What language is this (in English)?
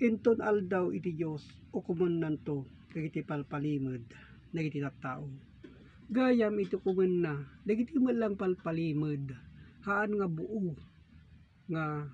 Iloko